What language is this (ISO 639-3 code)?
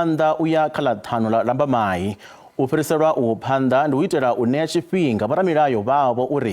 ven